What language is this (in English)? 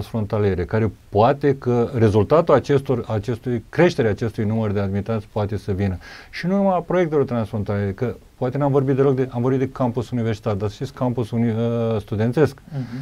Romanian